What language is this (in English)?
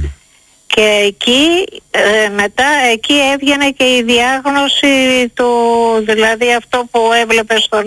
Greek